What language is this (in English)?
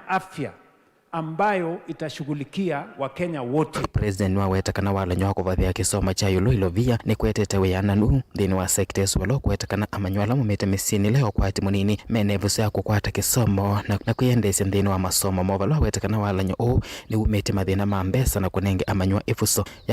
Kamba